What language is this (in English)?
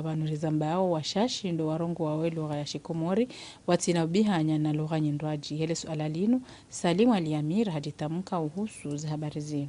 Ngazidja Comorian